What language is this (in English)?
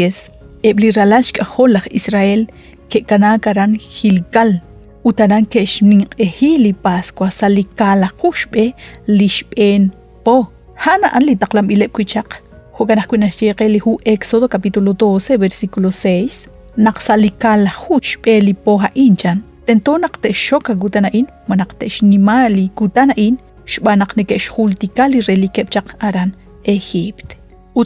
Kekchí